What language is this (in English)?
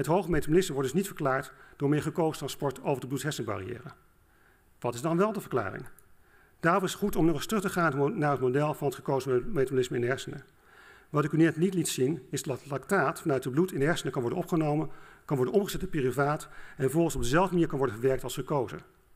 Dutch